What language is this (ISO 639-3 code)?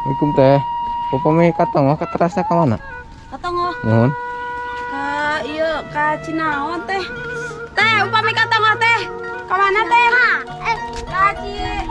sun